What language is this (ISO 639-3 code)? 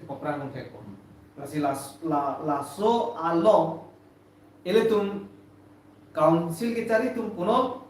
mjw